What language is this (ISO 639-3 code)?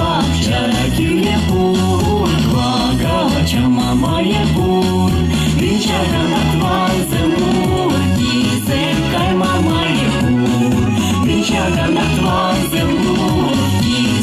chv